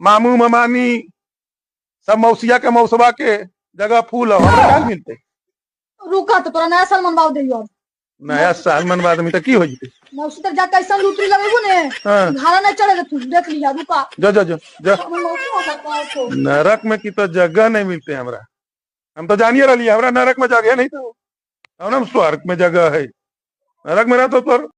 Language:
Magahi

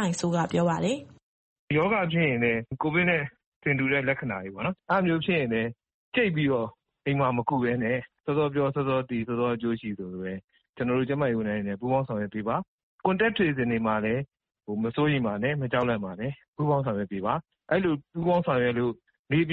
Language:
Burmese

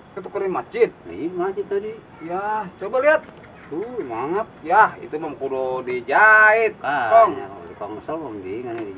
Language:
Betawi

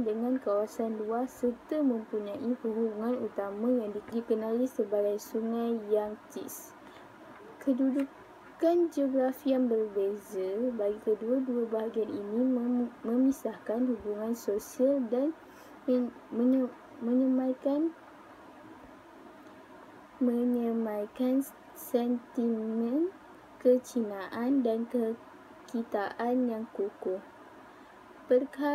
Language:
Malay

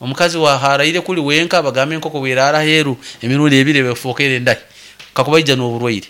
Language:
Nyankole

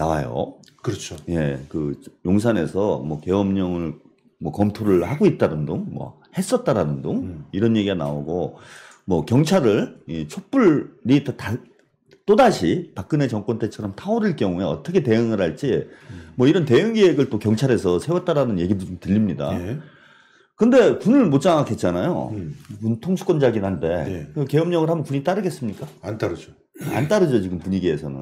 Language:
Korean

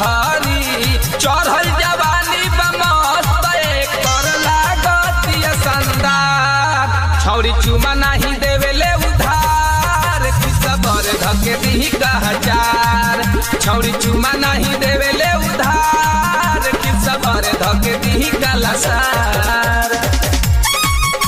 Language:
Bhojpuri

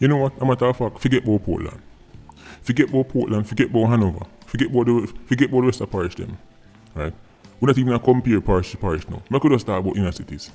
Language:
Jamaican Creole English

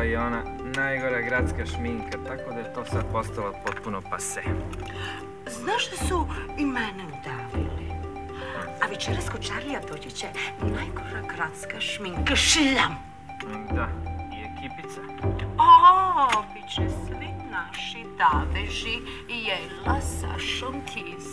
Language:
Serbian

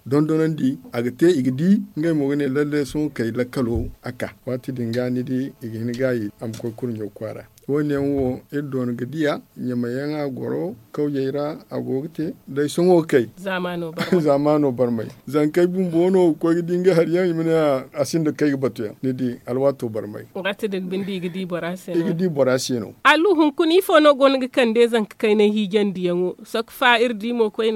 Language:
Zarma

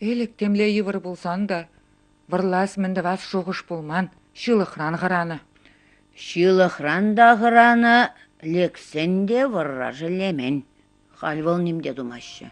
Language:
Chuvash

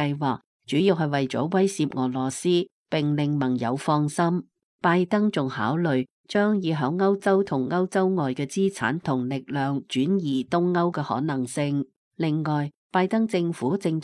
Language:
Cantonese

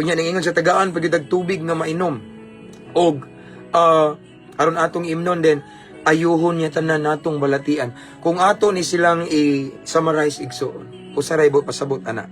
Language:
Cebuano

